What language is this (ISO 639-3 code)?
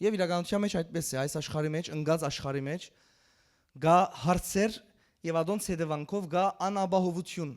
hyw